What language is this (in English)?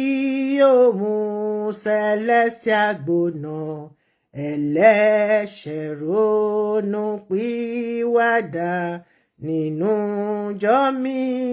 Yoruba